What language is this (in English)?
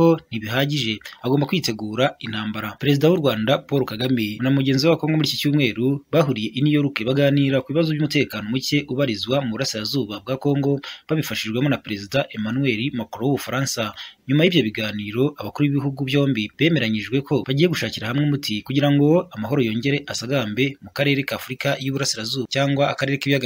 Kinyarwanda